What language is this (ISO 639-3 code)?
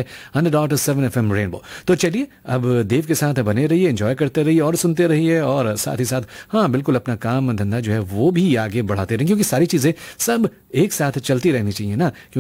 hin